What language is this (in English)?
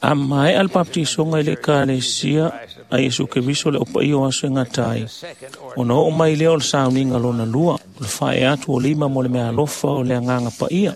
Samoan